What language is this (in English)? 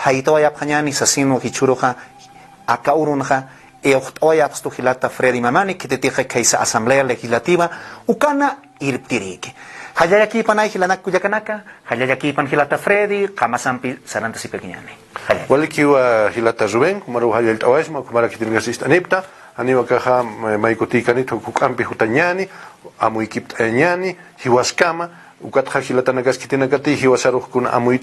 Aymara